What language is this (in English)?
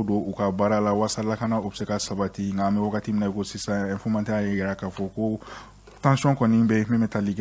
Bambara